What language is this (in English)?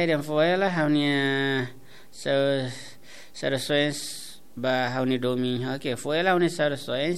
Tetum